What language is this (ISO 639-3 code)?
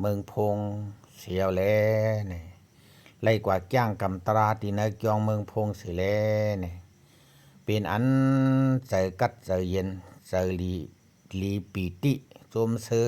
shn